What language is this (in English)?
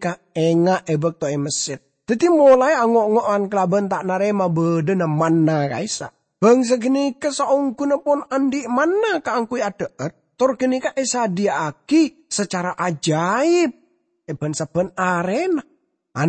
Madurese